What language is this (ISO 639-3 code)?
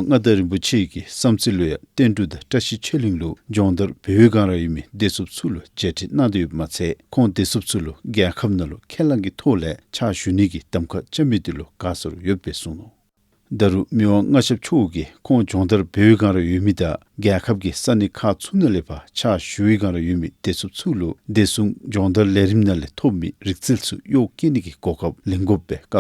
dzo